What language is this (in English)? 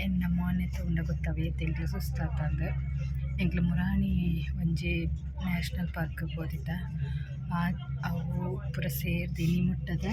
Tulu